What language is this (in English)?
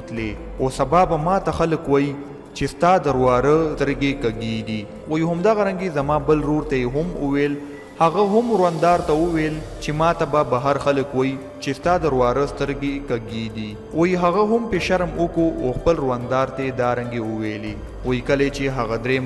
Pashto